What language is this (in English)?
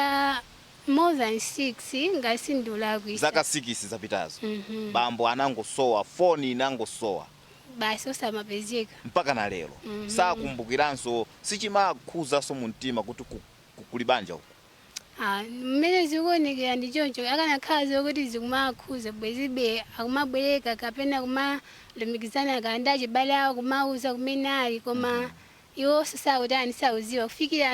Nyanja